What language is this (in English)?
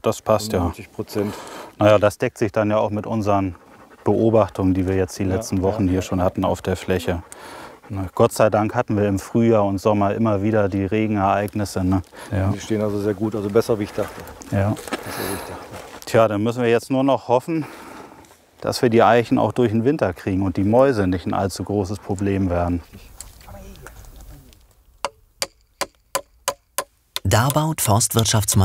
German